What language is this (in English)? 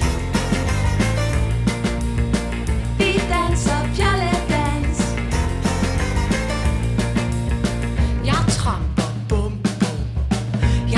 Danish